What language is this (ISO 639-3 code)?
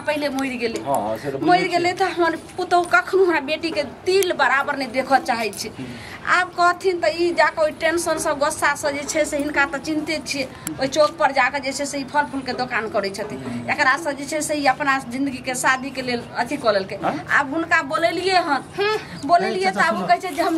mai